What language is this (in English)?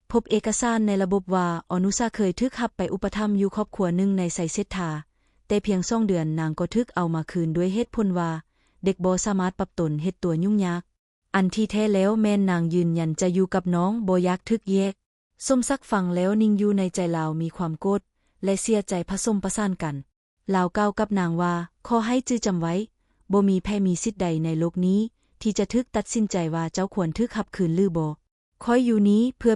Lao